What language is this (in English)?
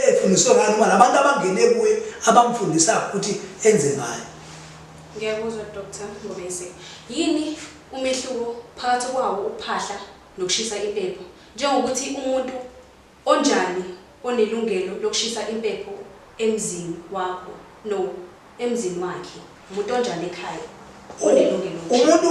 Zulu